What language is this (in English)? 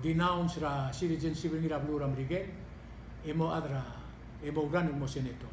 Palauan